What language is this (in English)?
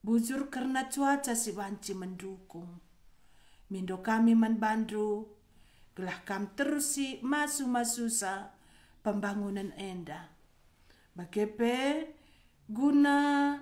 Batak Karo